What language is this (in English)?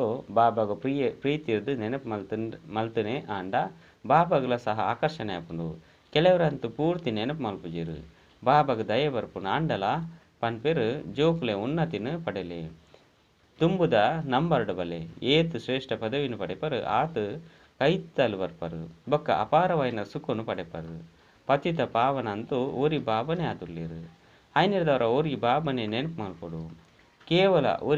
Tulu